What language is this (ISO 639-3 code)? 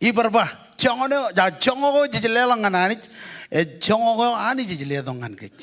mah